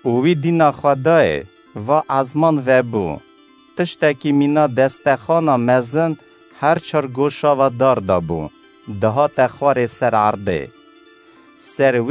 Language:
Kurdish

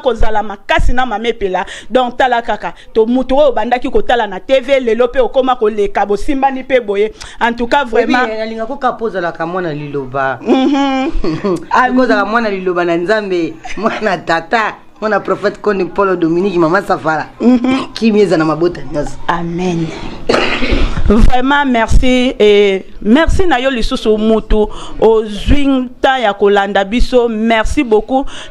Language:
Lingala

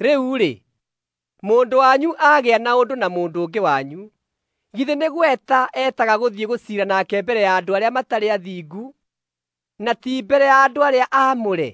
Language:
Kikuyu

